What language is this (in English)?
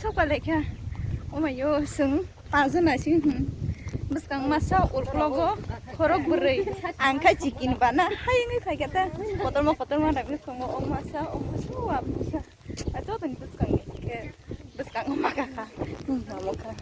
Kok Borok